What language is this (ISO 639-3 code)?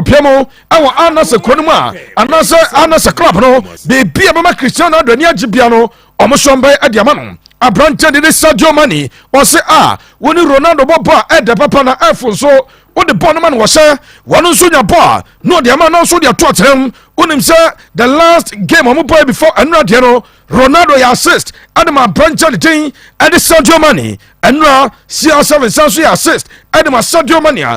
aka